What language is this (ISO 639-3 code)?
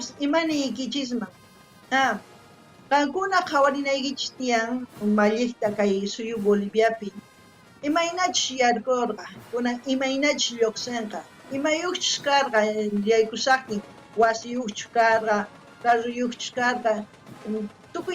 quh